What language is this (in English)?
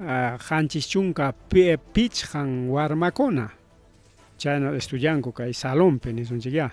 Ayacucho Quechua